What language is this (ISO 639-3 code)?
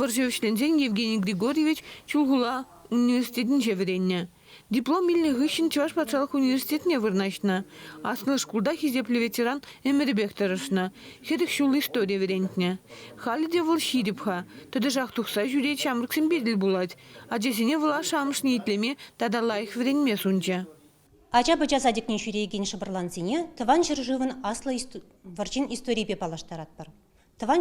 chv